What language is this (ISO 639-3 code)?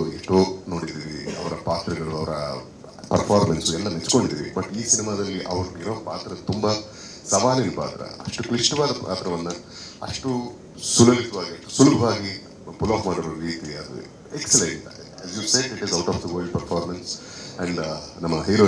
kan